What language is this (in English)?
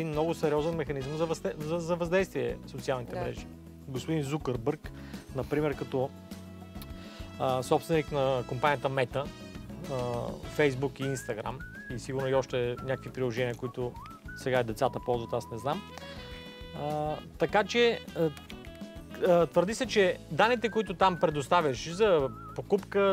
Bulgarian